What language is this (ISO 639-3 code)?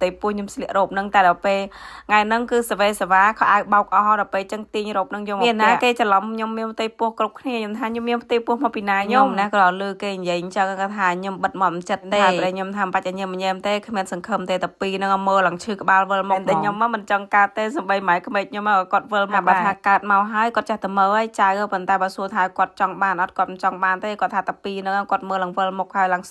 khm